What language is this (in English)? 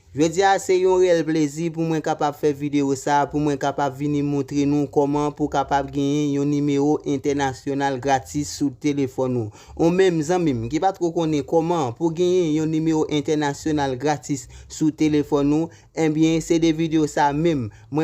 Haitian Creole